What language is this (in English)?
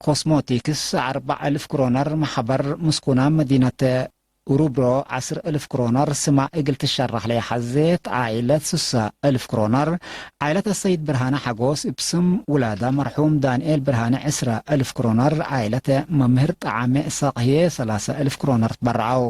Tigre